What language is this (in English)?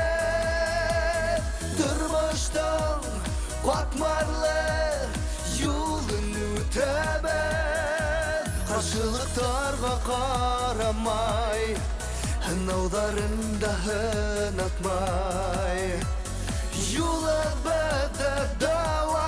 Bashkir